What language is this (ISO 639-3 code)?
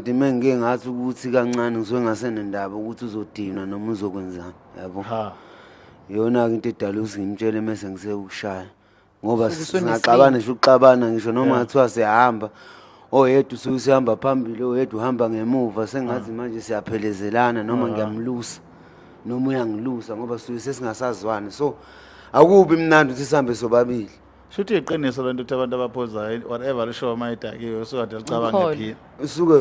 zul